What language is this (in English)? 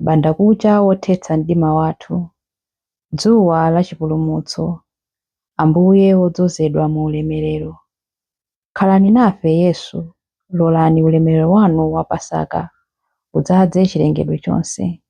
Nyanja